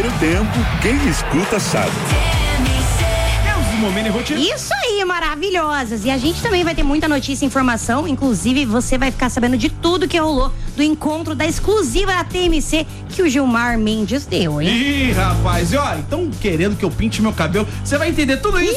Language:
Portuguese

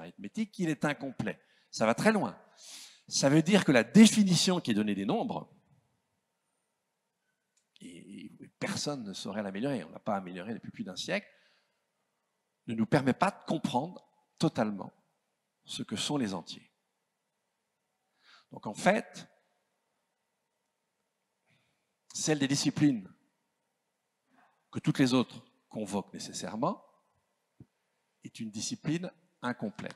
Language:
French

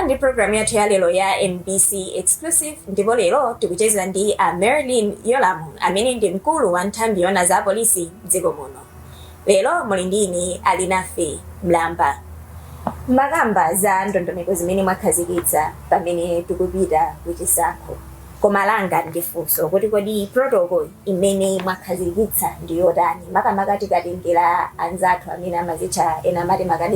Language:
Nyanja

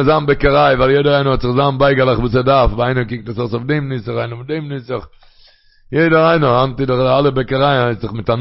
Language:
Yiddish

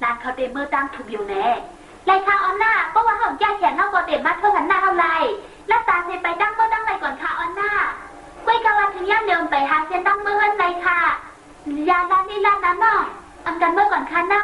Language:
Shan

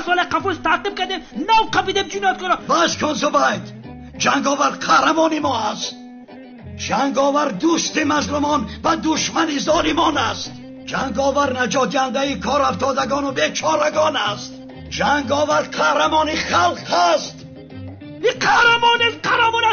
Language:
Tajik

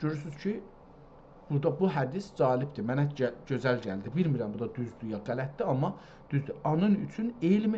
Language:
South Azerbaijani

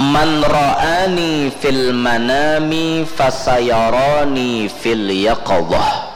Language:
Banjar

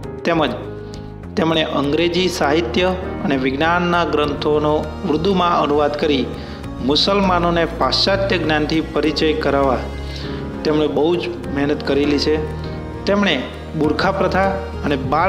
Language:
Gujarati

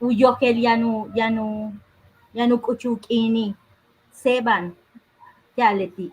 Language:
Yucateco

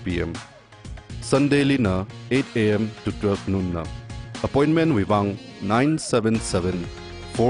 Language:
Tangkhul Naga (India)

